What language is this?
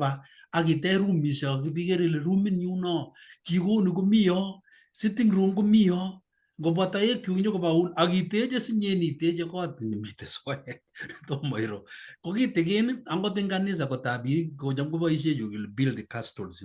Kalenjin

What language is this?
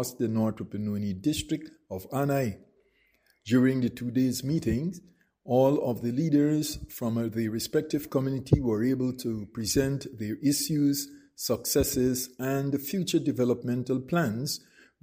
English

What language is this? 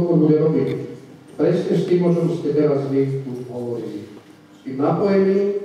Slovak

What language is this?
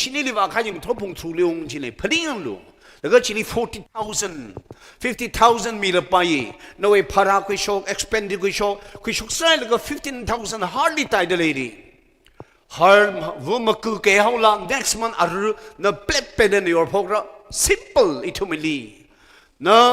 Tangkhul Naga (India)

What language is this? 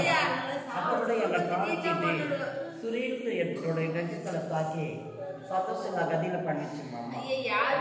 Tamil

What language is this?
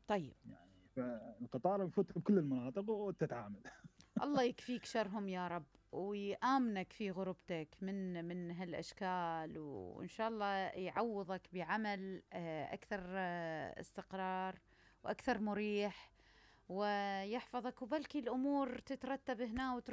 Mesopotamian Arabic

